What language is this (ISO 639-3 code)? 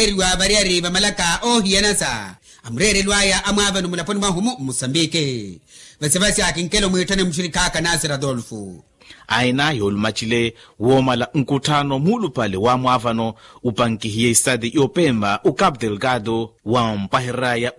vmw